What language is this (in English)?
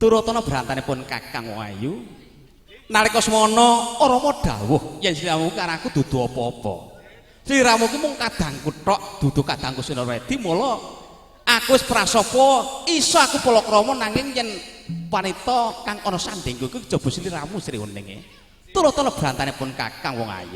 Javanese